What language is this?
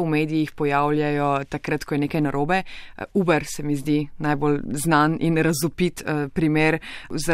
Slovenian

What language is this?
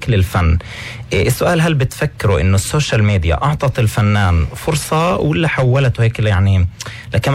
North Levantine Arabic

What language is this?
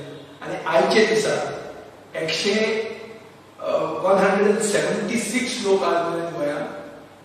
Konkani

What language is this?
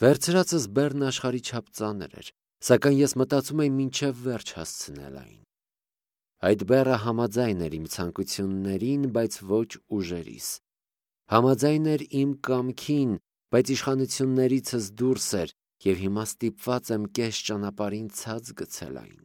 Armenian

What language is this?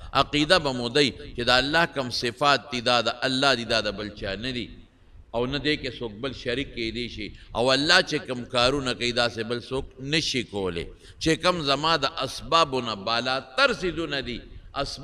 Pashto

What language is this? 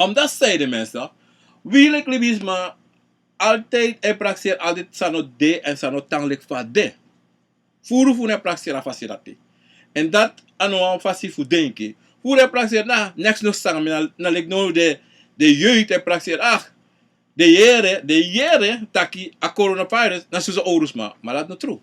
Sranan Tongo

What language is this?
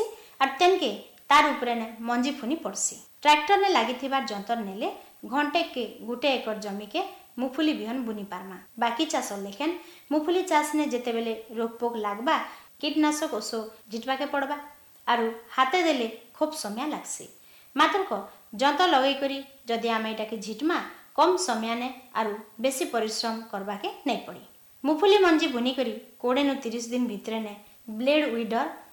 Odia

